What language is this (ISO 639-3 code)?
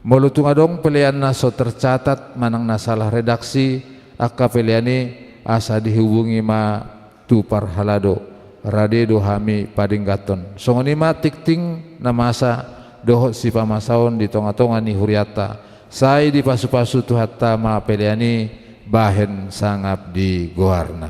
bbc